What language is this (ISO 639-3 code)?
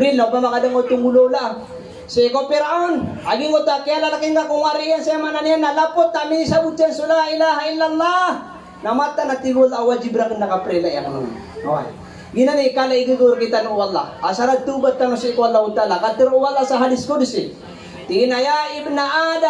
mrw